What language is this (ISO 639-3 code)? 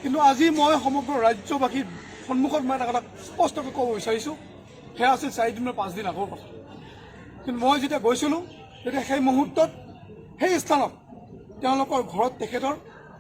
asm